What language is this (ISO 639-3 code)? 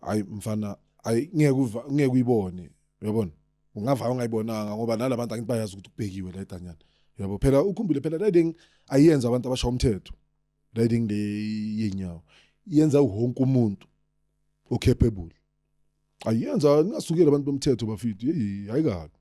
zul